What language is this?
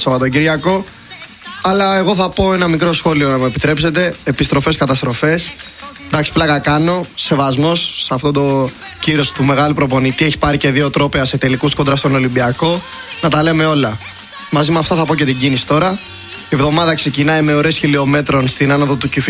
Greek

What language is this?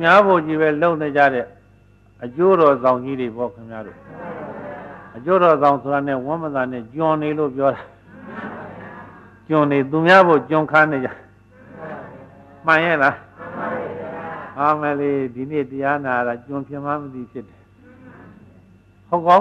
Burmese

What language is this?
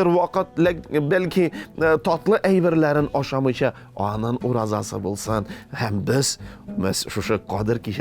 Tatar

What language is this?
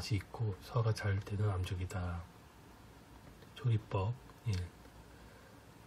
Korean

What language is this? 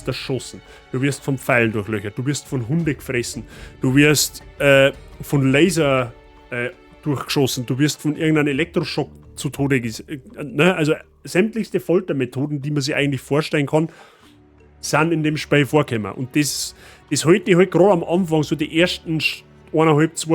Bavarian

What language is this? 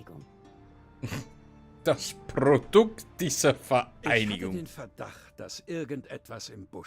Bavarian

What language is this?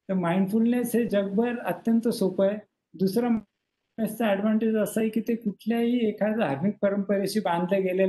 Marathi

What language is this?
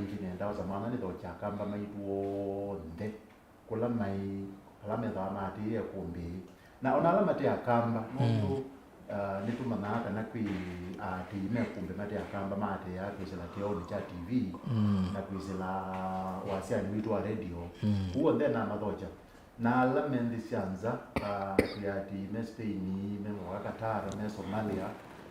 Kamba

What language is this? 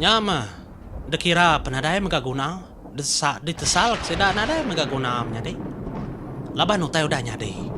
Iban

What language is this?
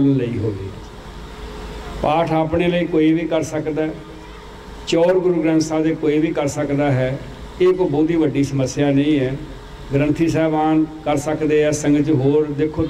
Punjabi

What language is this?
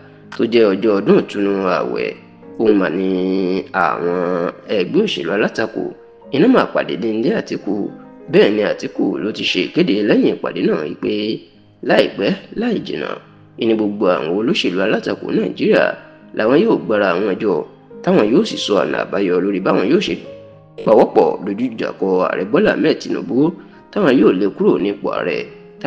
Yoruba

